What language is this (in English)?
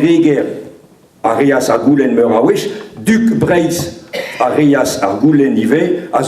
Breton